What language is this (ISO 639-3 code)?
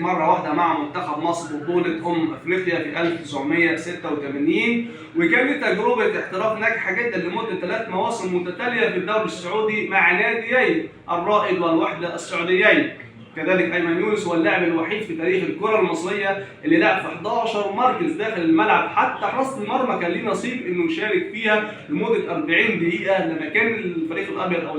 arz